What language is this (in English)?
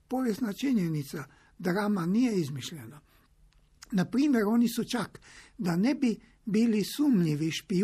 Croatian